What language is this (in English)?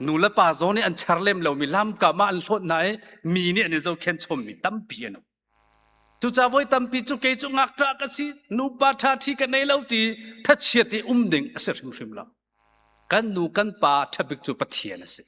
Hakha Chin